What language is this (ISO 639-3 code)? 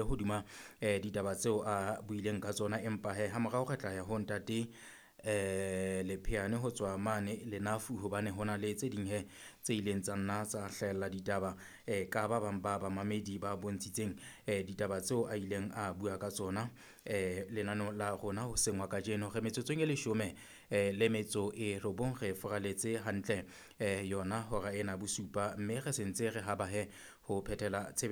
sot